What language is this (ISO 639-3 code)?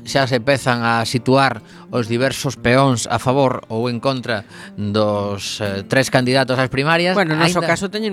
glg